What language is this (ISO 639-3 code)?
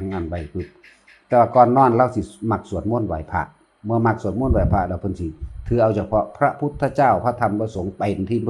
tts